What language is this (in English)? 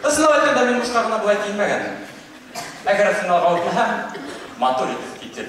Bashkir